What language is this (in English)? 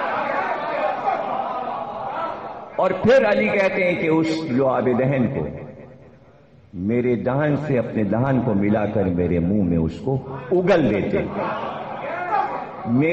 Urdu